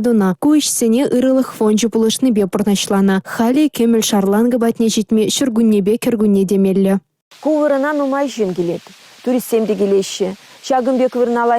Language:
Chuvash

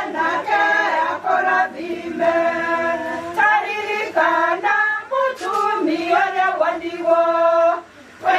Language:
Kikuyu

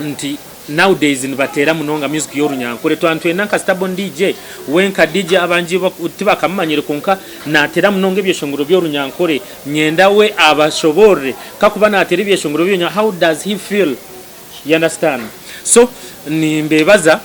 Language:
Nyankole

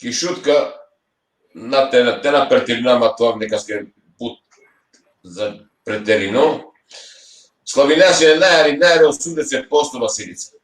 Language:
Balkan Romani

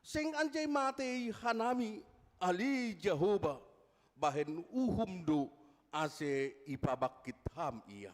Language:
Batak Simalungun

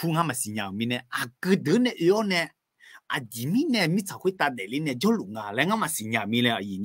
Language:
Akha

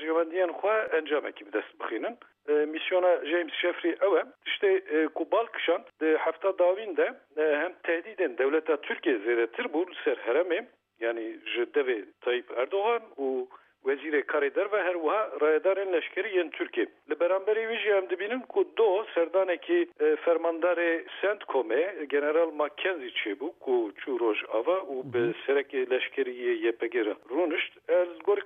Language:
Kurdish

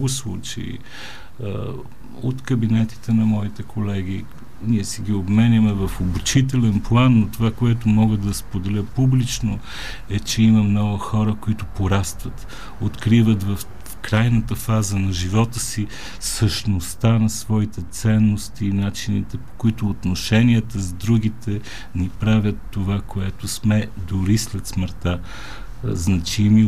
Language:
Bulgarian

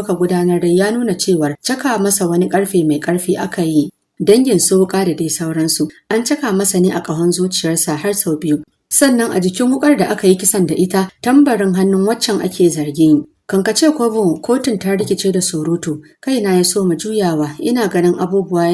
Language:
Hausa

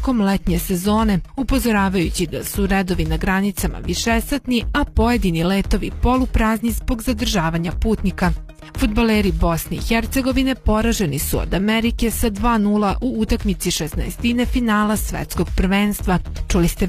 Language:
Serbian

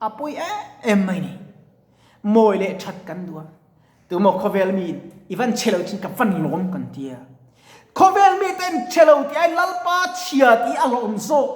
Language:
Mizo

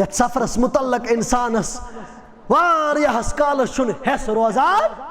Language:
Kashmiri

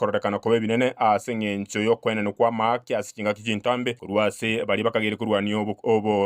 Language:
Gusii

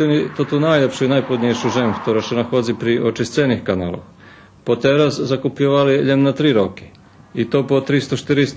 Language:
Rusyn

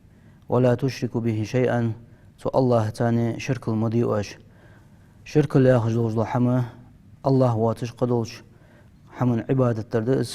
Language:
Ingush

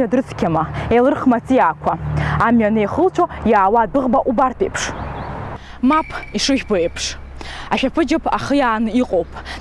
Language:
Abkhazian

